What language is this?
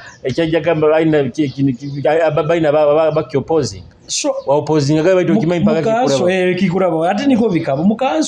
Nyoro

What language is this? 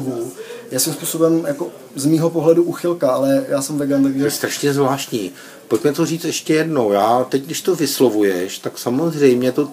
Czech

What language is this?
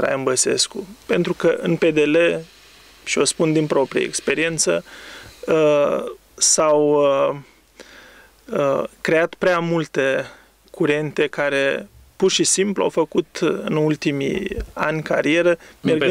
Romanian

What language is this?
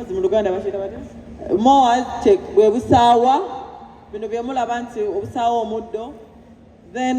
Ganda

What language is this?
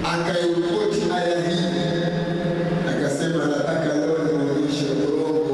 Swahili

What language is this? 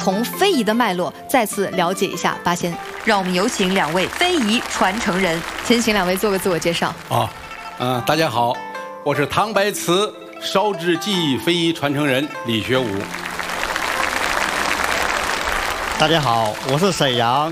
Chinese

